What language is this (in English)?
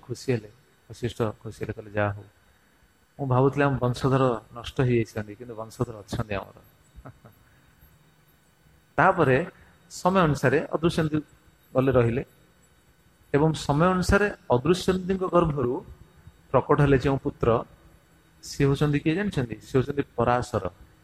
Odia